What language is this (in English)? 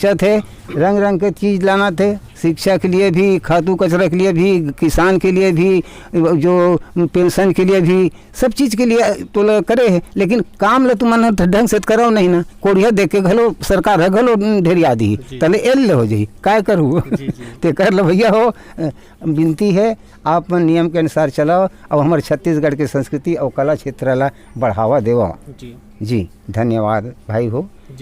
Chhattisgarhi